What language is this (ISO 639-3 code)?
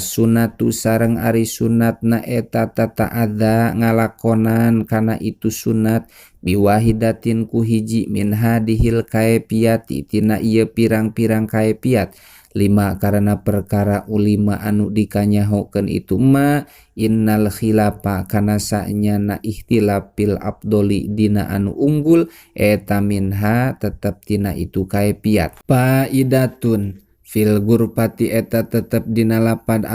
sun